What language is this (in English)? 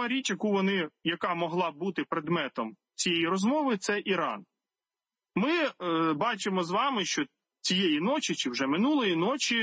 Ukrainian